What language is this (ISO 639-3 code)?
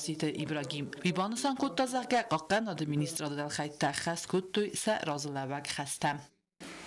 oss